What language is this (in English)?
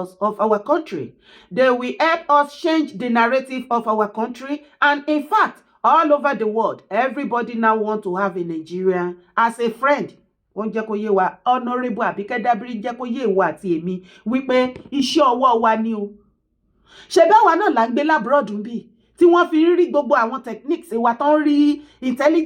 Yoruba